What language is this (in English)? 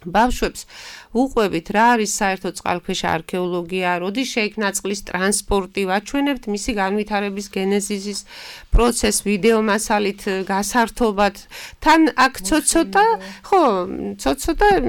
Georgian